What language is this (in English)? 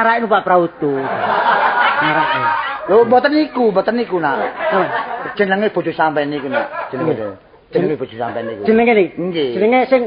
Javanese